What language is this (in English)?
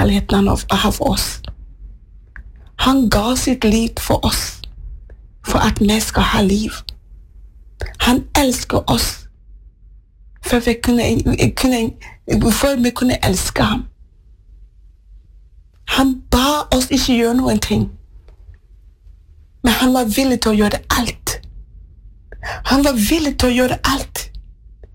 Norwegian